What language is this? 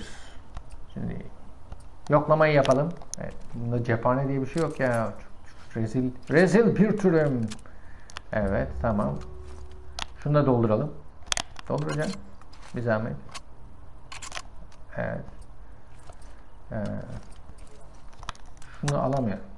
Turkish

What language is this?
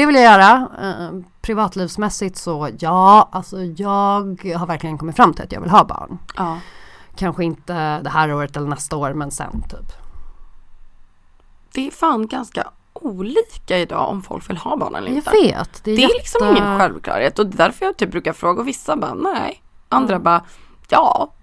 Swedish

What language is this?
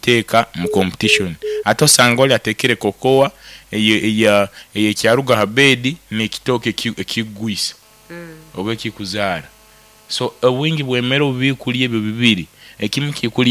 Nyoro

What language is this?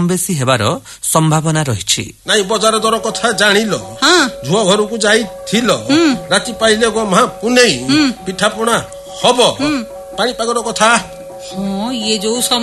Odia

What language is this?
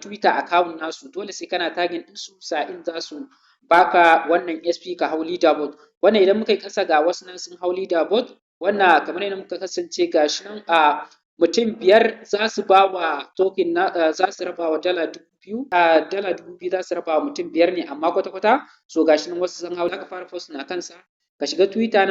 Hausa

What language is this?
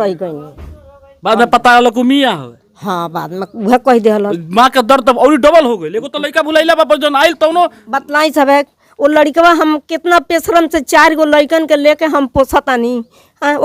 Bhojpuri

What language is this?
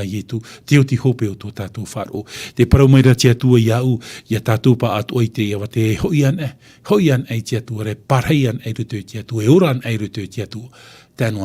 Tahitian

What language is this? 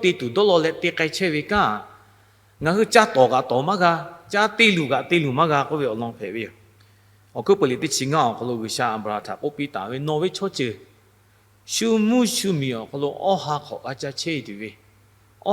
Lahu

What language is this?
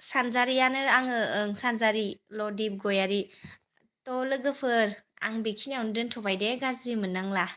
Bodo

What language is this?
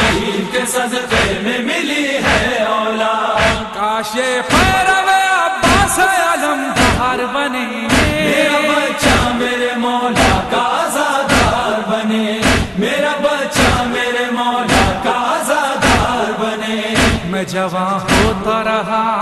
Urdu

